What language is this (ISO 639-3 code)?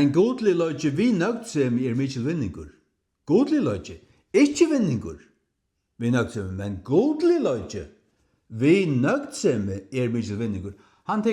fao